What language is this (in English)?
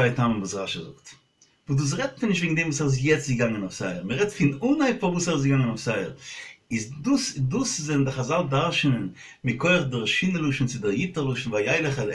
Yiddish